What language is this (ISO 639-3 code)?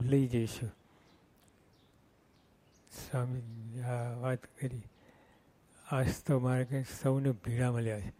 guj